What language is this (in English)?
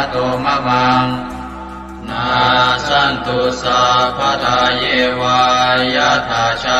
Pali